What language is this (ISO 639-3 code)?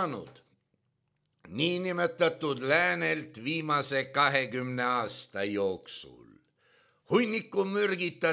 est